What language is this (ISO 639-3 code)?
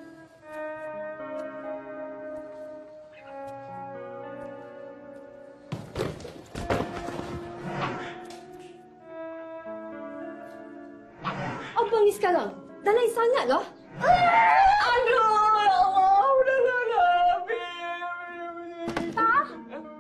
msa